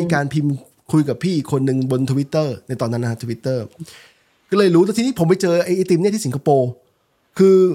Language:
Thai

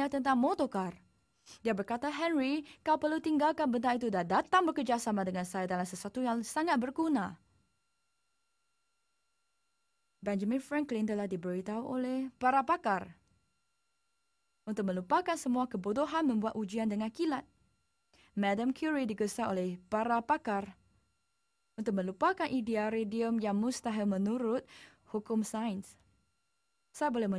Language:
Malay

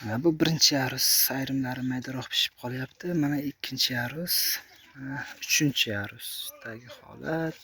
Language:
Uzbek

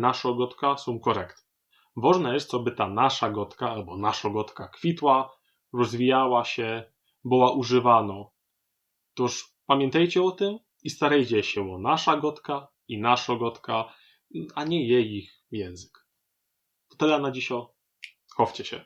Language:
Silesian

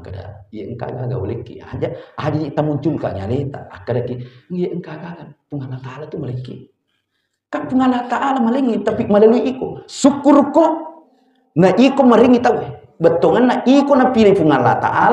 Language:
Buginese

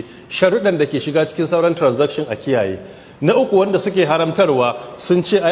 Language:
Hausa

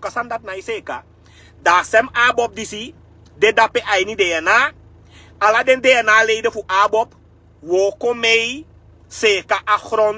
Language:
Sranan Tongo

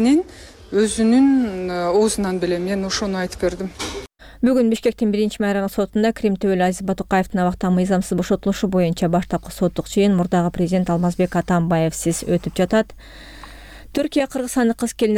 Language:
Kyrgyz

